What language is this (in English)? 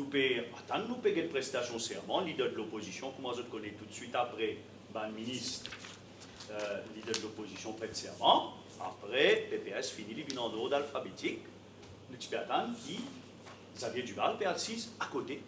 Morisyen